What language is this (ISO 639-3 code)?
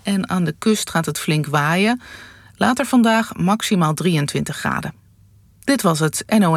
nld